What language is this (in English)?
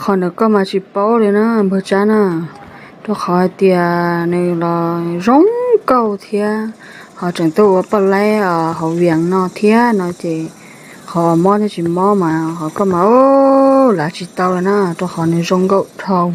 Hmong